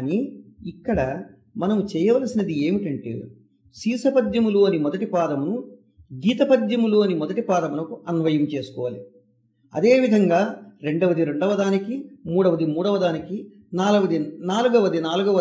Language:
Telugu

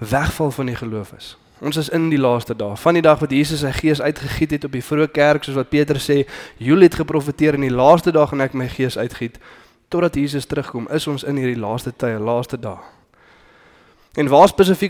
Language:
Afrikaans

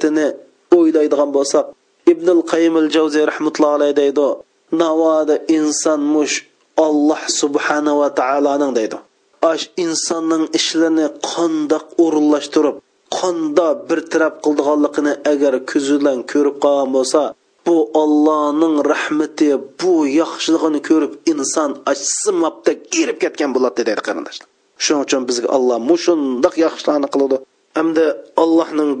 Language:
Uyghur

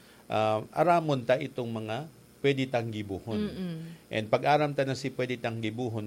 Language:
Bikol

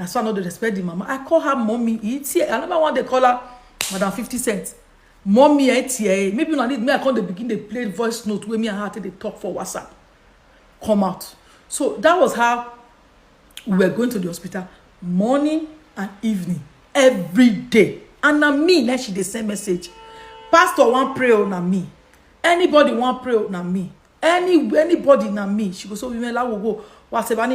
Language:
Nigerian Pidgin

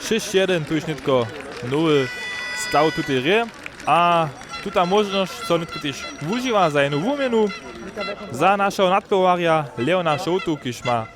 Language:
Upper Sorbian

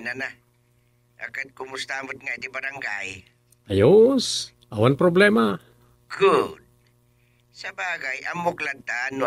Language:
Iloko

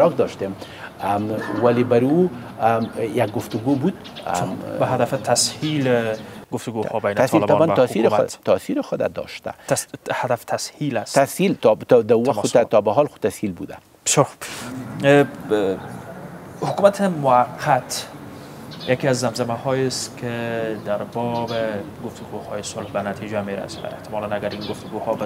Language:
Persian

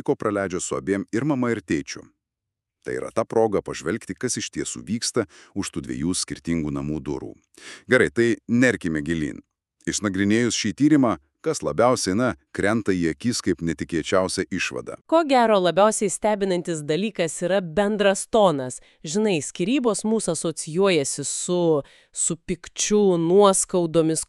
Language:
Lithuanian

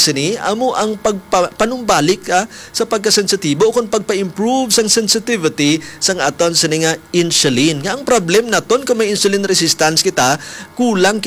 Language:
Hiligaynon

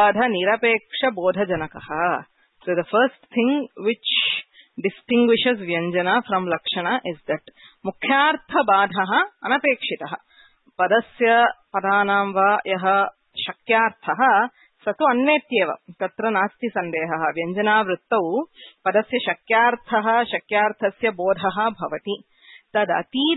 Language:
Sanskrit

